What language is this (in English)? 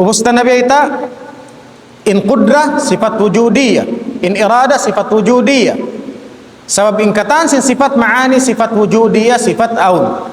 Tausug